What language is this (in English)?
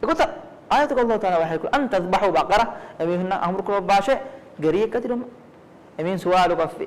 Divehi